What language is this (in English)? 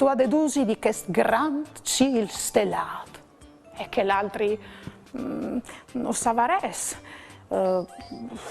Friulian